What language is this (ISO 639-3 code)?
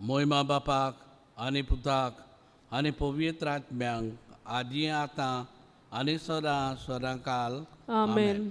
kok